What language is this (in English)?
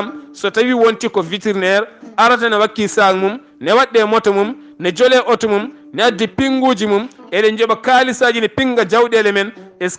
Fula